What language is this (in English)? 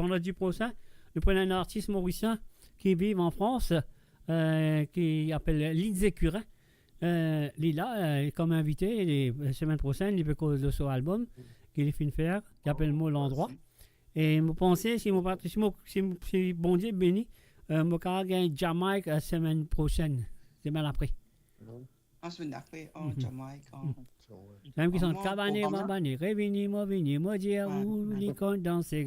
Morisyen